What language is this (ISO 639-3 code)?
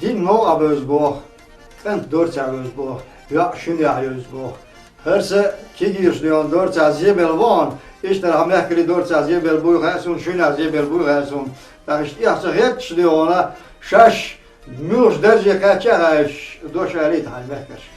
che